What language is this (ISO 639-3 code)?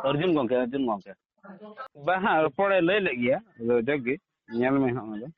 sat